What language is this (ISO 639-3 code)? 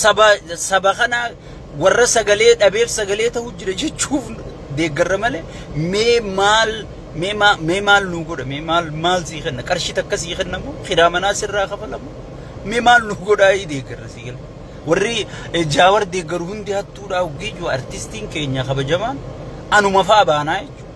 orm